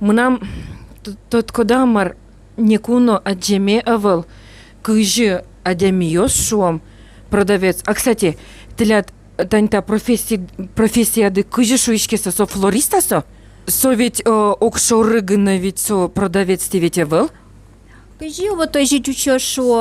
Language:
Udmurt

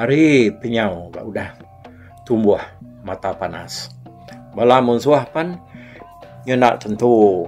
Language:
Iban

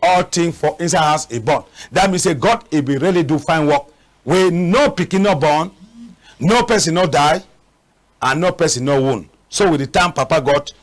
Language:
Cameroon Pidgin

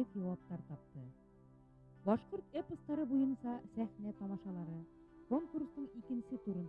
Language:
Bashkir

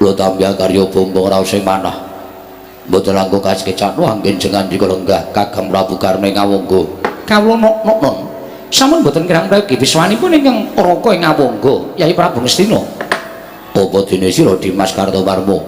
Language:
Javanese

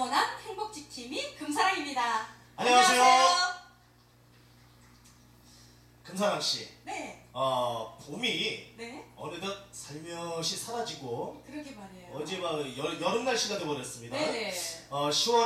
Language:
Korean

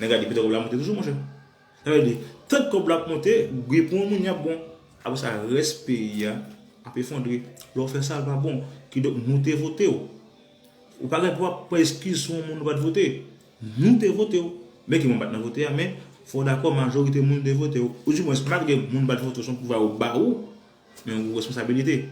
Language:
Haitian Creole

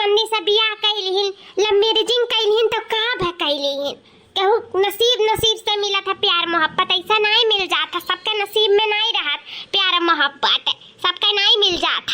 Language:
Awadhi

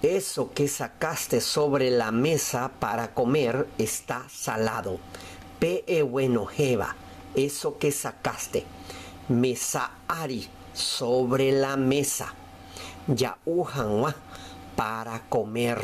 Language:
Guarani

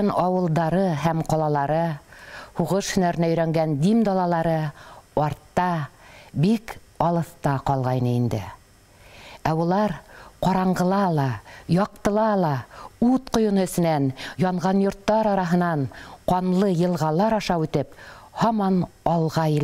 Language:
Bashkir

